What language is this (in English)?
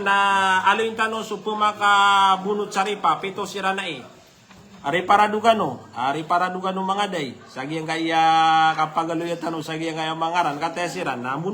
Maranao